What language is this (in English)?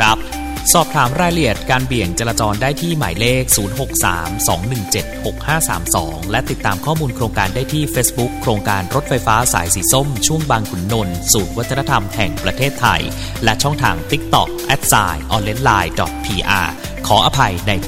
Thai